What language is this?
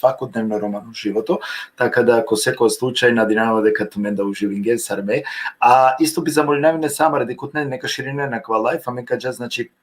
Balkan Romani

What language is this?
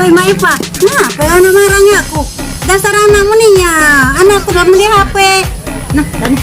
Musi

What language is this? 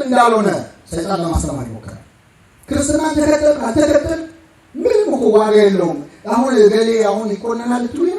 Amharic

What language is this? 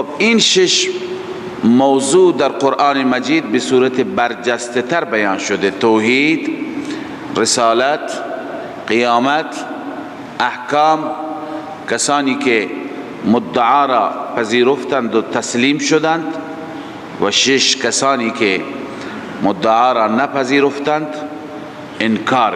Persian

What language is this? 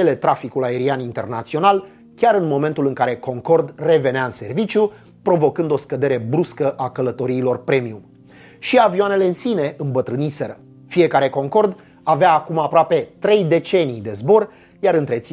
Romanian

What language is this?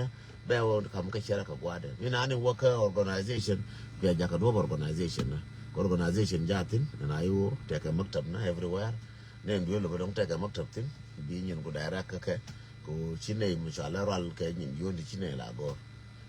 Nuer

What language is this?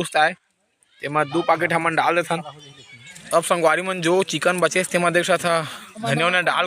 Chhattisgarhi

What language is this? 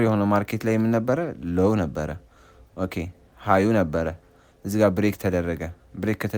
Amharic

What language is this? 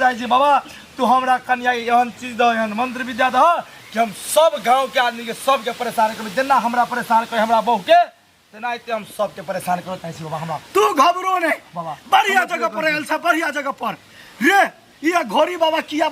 Maithili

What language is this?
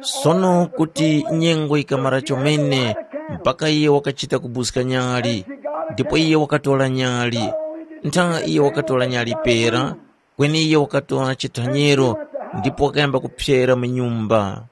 Tumbuka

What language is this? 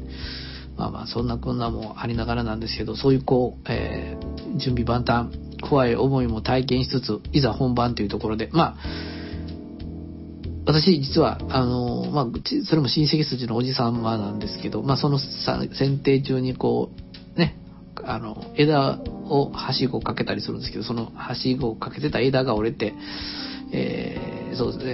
Japanese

